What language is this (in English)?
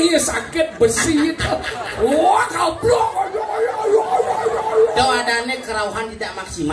Balinese